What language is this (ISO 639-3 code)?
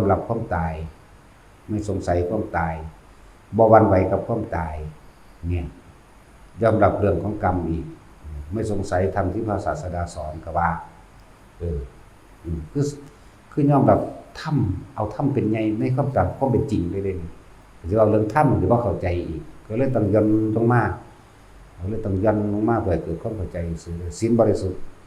tts